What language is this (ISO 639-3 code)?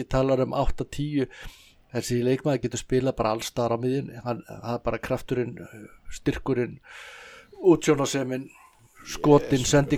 isl